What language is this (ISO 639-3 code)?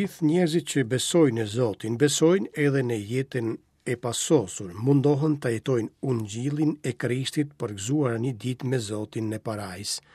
sqi